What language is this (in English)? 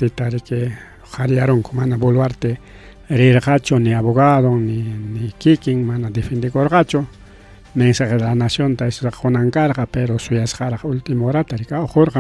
Ayacucho Quechua